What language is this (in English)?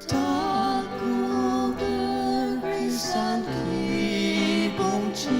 Ao Naga